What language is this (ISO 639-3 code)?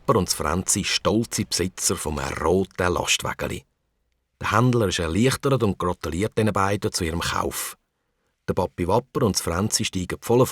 gsw